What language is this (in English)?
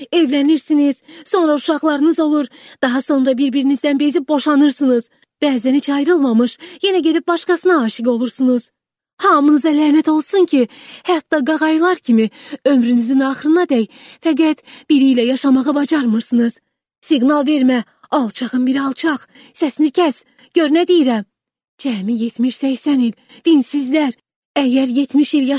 Azerbaijani